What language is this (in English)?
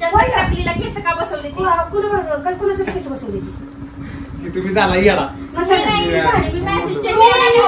Marathi